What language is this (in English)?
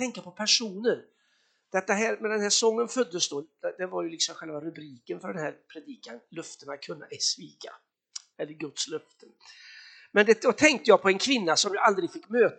Swedish